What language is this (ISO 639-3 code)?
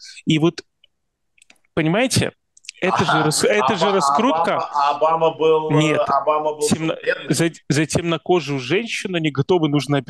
rus